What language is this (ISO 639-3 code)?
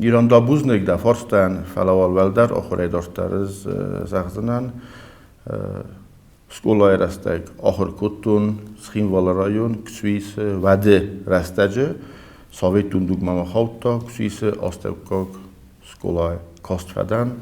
oss